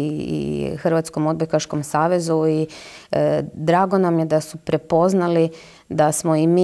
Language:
Croatian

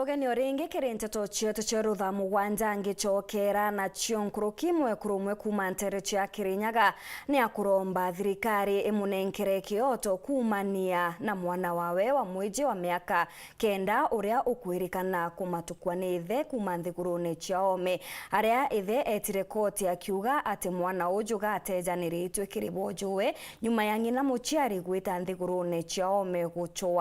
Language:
Meru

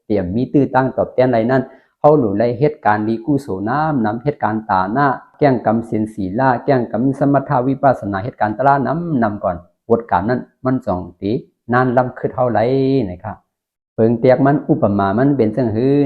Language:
Shan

